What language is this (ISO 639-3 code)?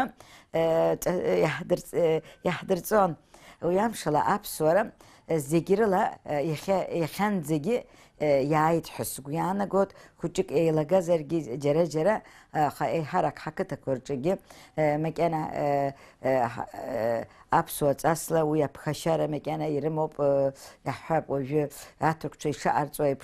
abk